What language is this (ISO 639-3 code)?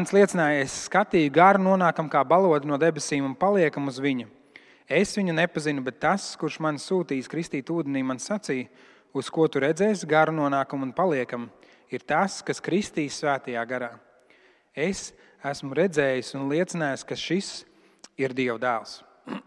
lav